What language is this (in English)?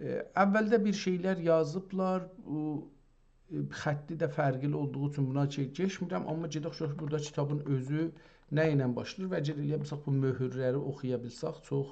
South Azerbaijani